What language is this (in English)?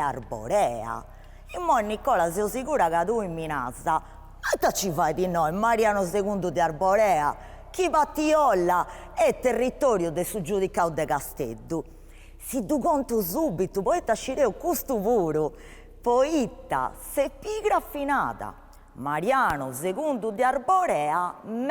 Sardinian